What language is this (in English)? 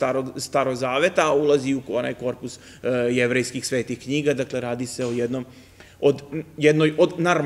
Serbian